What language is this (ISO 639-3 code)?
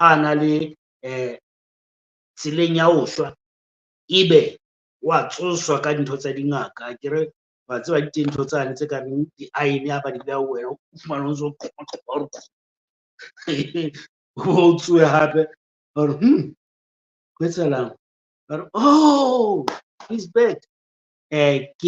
sot